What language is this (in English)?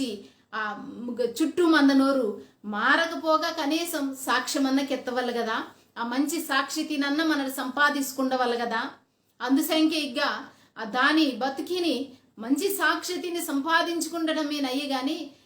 Koya